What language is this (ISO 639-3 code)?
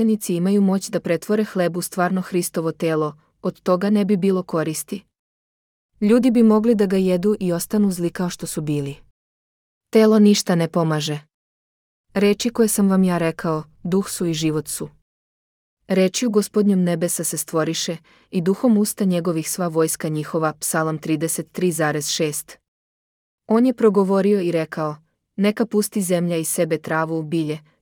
srp